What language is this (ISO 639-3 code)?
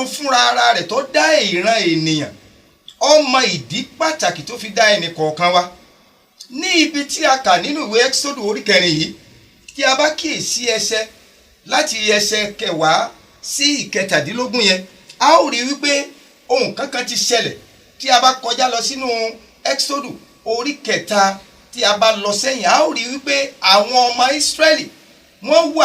yor